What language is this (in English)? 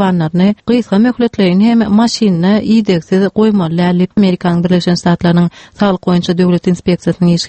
Turkmen